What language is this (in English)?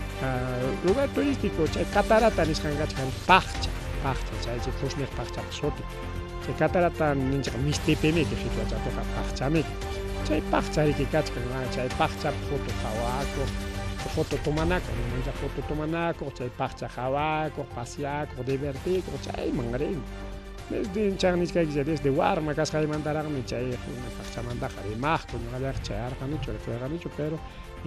Ayacucho Quechua